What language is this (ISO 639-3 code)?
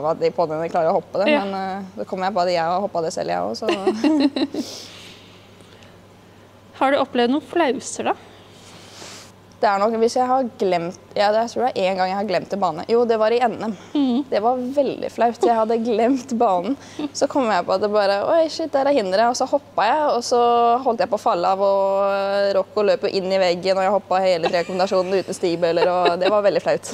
nor